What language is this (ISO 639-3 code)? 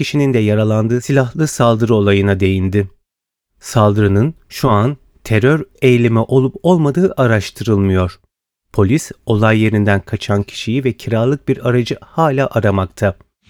tur